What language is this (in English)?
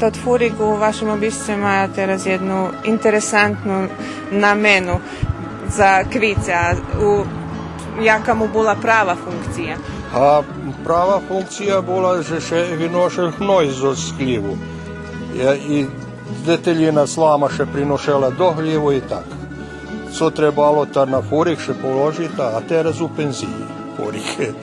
Rusyn